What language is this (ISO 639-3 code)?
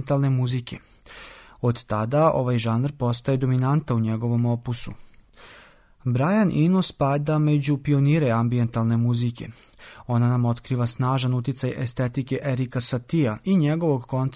srp